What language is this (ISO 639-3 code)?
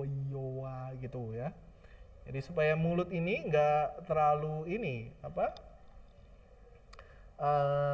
ind